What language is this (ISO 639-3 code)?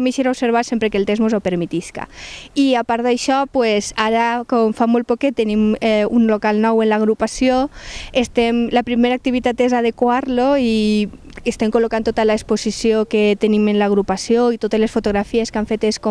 cat